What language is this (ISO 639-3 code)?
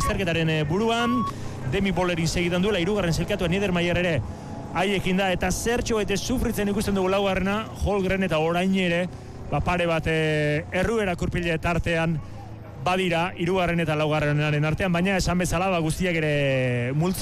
eus